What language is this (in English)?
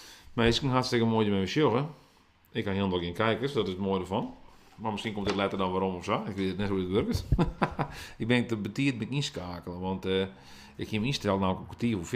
Western Frisian